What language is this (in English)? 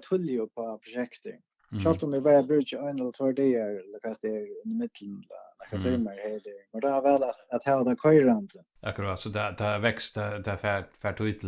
Faroese